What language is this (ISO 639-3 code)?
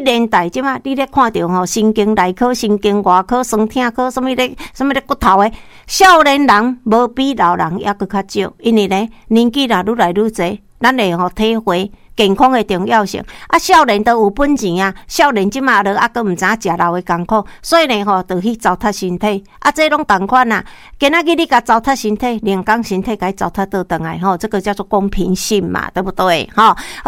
nan